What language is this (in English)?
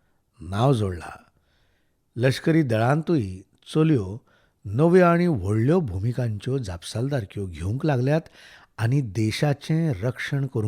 Konkani